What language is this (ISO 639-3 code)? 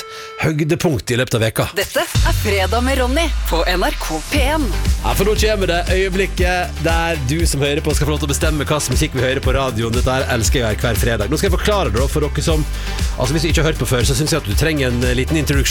nor